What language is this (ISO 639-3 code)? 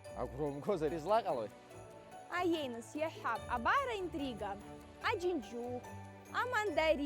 abk